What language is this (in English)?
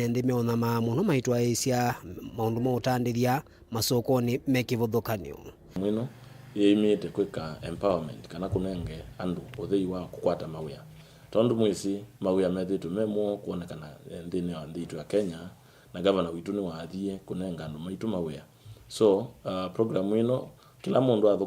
Kamba